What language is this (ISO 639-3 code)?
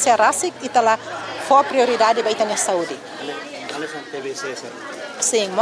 tet